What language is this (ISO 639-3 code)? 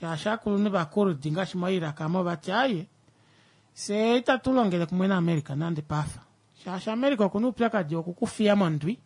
kua